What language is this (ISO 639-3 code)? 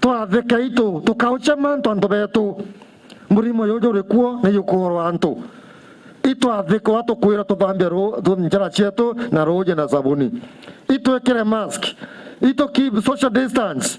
mer